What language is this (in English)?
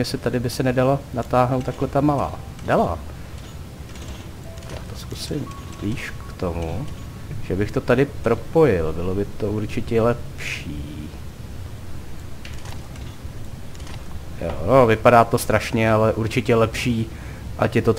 Czech